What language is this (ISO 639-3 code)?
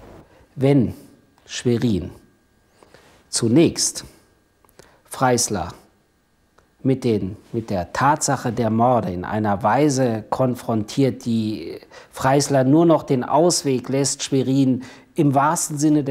deu